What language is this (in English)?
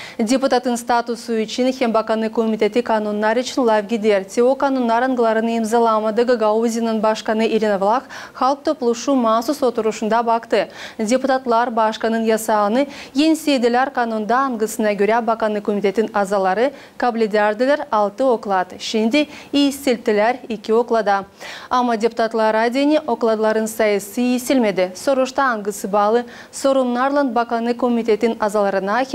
Gagauz